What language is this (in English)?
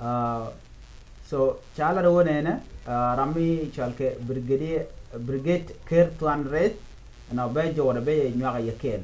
Nuer